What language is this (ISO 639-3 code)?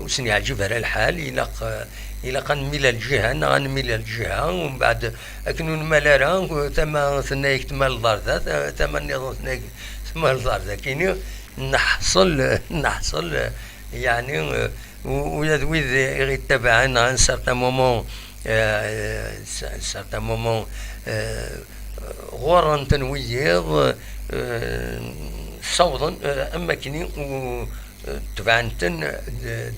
kab